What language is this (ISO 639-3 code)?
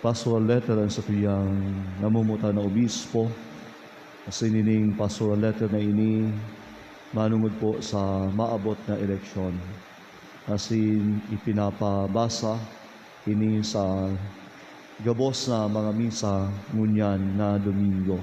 bik